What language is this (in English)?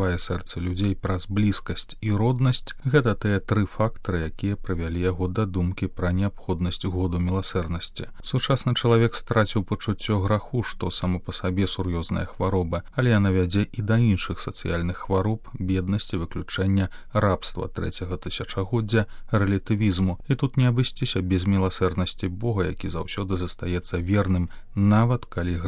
Belarusian